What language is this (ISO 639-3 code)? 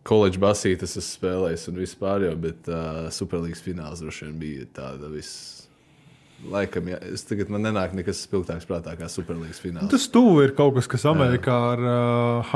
lav